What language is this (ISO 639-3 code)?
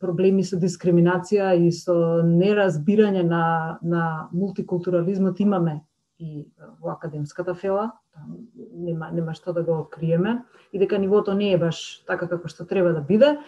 mkd